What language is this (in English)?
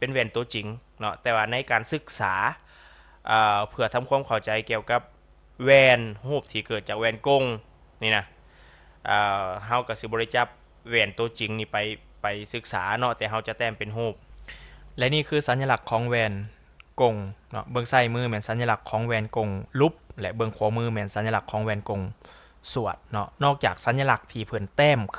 Lao